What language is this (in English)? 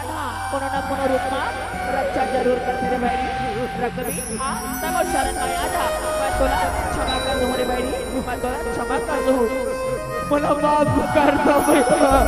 Chhattisgarhi